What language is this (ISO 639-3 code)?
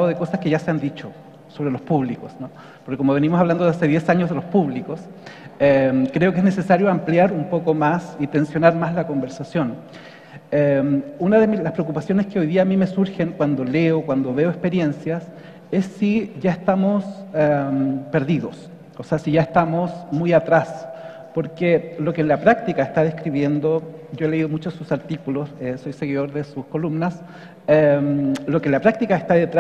spa